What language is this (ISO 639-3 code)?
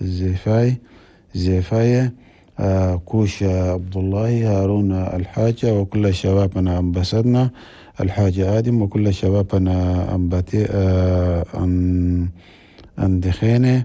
shu